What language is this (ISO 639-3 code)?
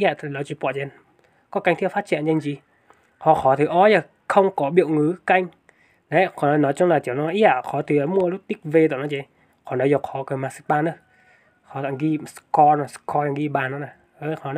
hmn